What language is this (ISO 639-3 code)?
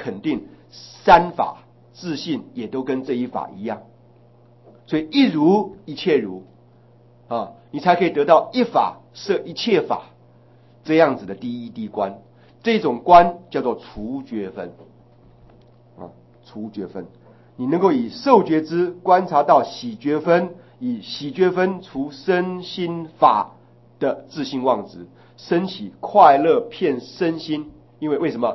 zho